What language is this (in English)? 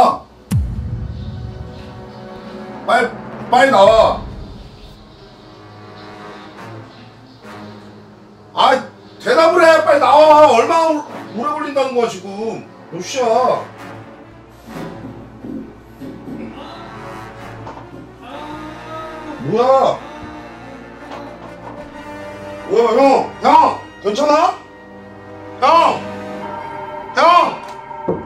Korean